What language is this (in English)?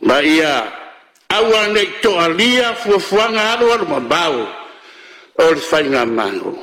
Samoan